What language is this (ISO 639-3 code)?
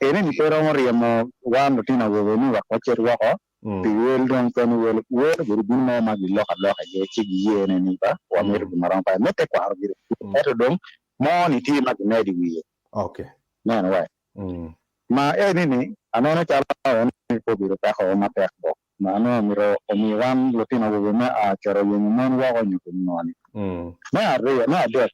ach